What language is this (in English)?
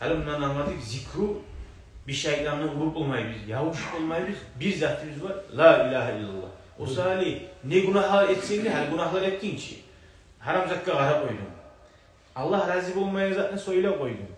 Kumyk